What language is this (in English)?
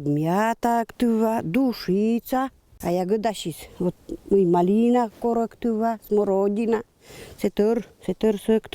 Komi-Permyak